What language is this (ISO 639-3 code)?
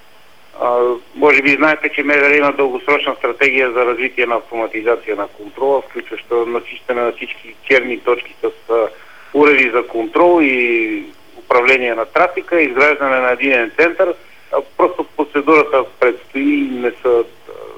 bul